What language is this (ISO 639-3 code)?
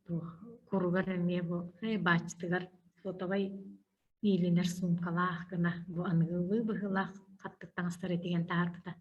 sah